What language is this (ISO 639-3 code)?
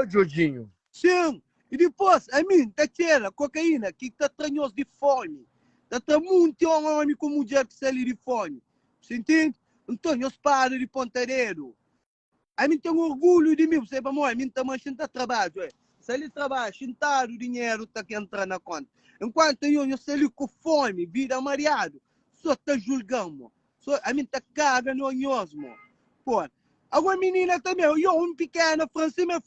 kea